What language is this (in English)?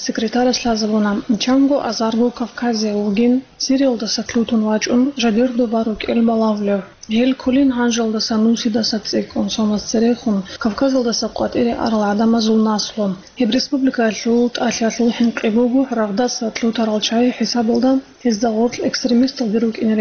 Avaric